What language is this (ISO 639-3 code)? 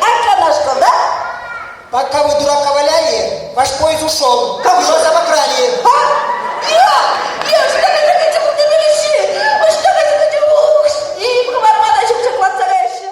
chv